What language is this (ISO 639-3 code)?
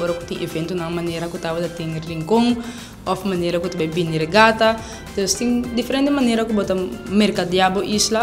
pap